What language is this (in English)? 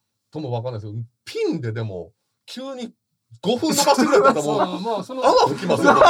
Japanese